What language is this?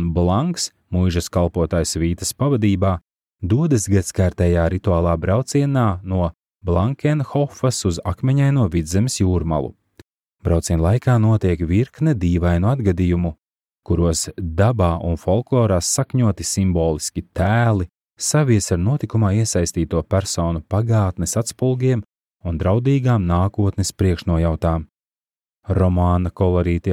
Latvian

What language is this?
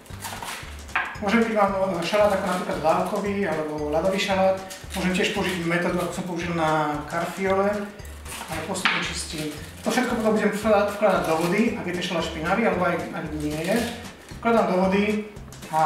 Slovak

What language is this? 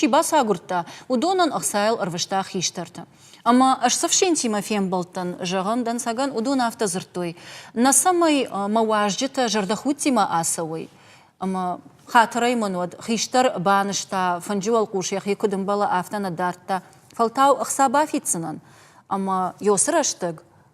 Ossetic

